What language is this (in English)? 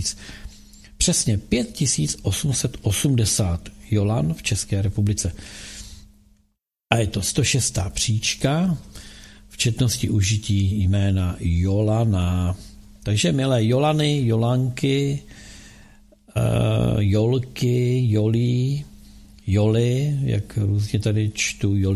Czech